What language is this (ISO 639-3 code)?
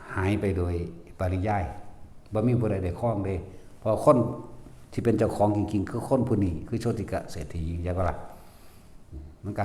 tts